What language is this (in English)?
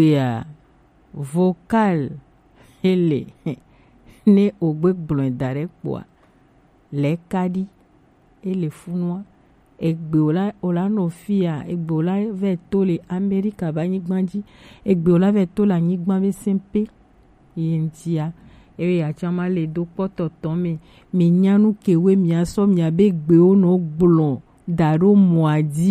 Gen